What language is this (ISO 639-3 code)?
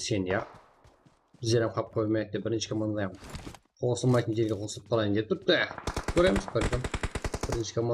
kaa